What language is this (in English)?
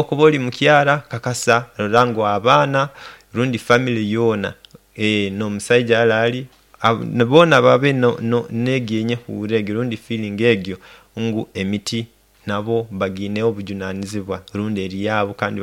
Nyoro